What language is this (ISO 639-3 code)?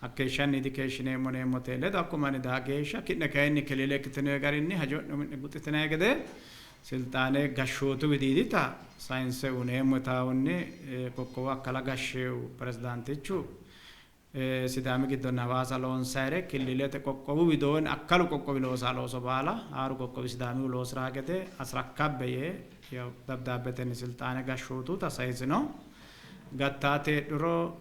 sid